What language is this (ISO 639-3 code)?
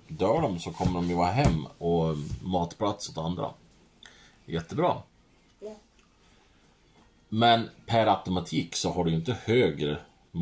swe